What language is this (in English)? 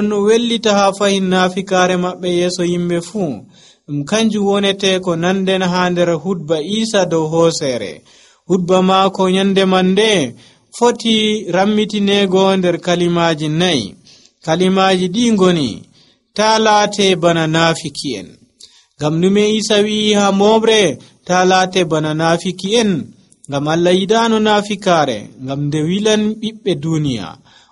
Nigerian Fulfulde